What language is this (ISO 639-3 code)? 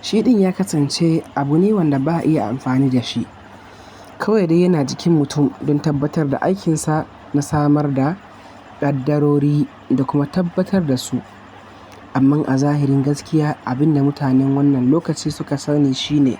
hau